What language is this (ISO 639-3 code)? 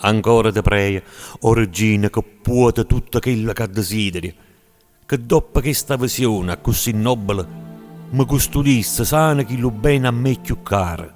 nap